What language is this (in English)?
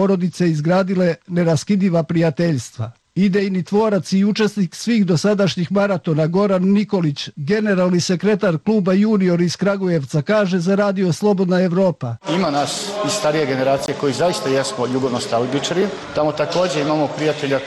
Serbian